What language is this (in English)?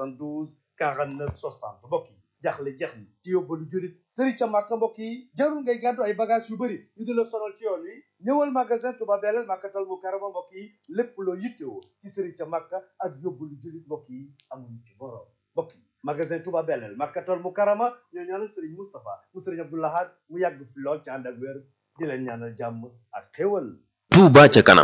Wolof